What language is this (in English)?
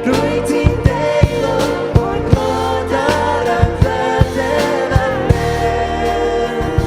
Welsh